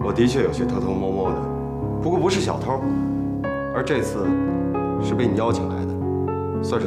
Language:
Chinese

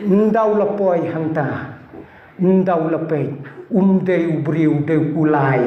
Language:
Khasi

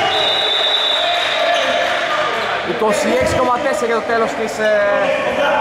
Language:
Greek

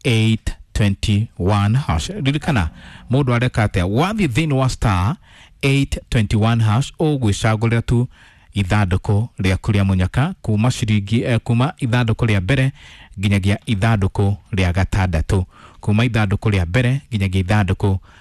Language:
Kikuyu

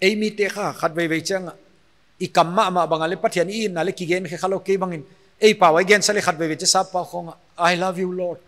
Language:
Paite Chin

